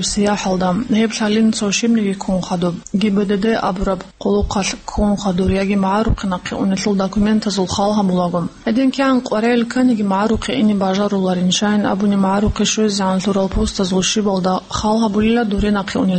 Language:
Avaric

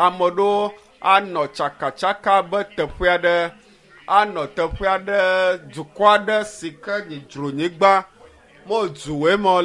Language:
Ewe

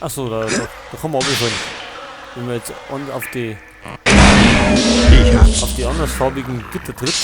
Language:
Bavarian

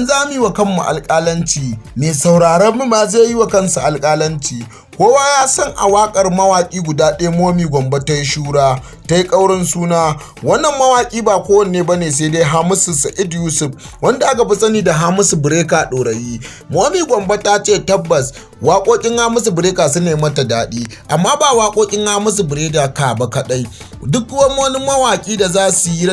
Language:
Hausa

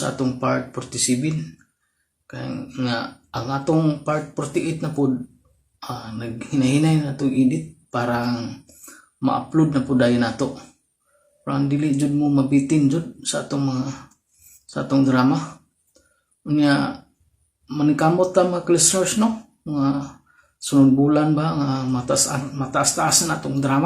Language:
Cebuano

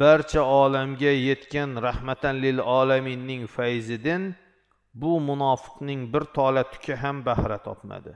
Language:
Uzbek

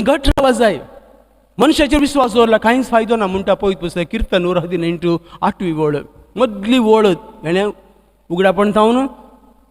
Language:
Konkani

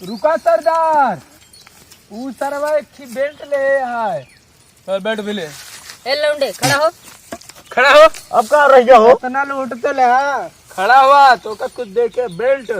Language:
Awadhi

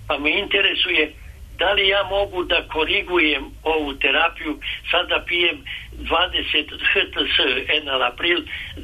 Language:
Serbian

